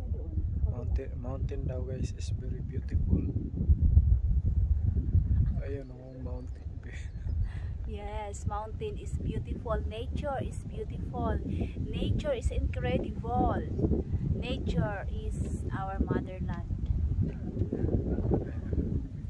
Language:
Filipino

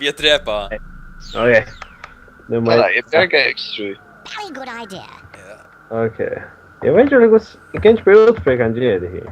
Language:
Faroese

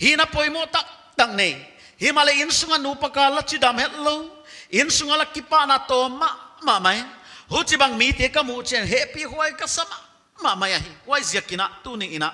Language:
Paite Chin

